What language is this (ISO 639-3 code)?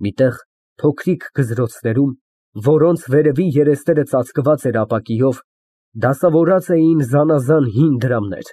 hye